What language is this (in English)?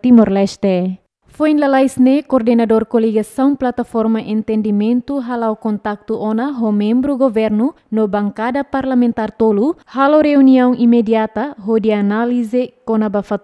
Tetum